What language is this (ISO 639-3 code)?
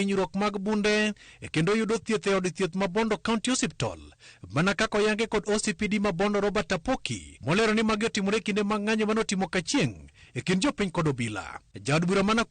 luo